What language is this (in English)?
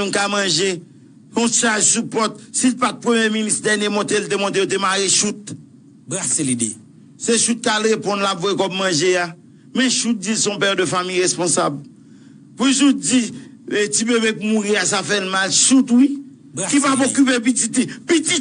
Haitian Creole